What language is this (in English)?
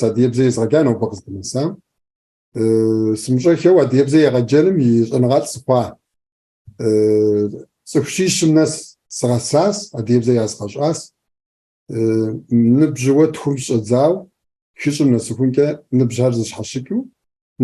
Kabardian